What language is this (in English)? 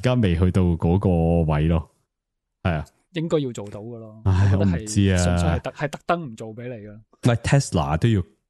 Cantonese